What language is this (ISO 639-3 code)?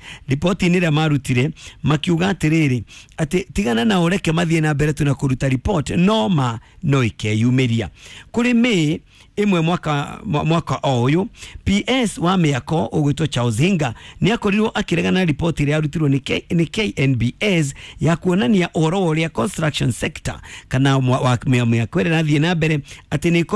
kik